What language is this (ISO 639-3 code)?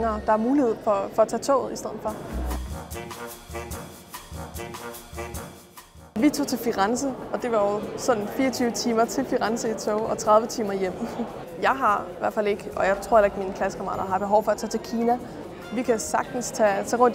dan